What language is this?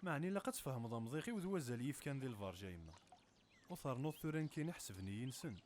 Kabyle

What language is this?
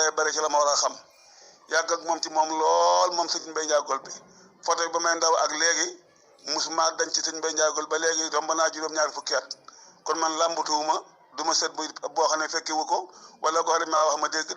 Wolof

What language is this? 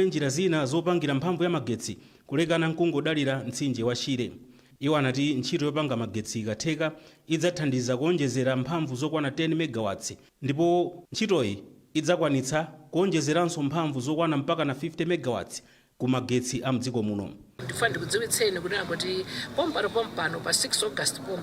Nyanja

